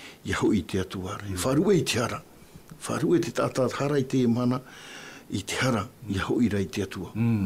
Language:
Tahitian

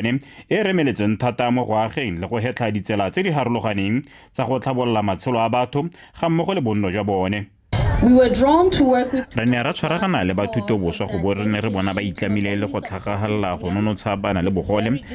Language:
Tswana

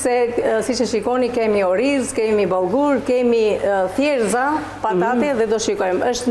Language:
Albanian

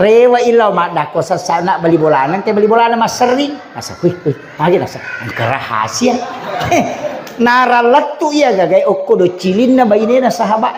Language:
Buginese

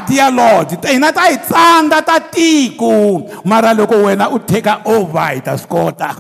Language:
Tsonga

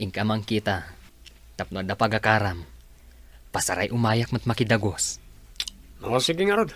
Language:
Iloko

